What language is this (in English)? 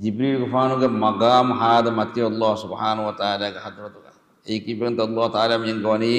Divehi